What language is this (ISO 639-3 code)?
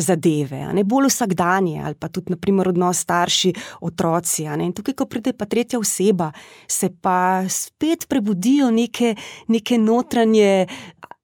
slv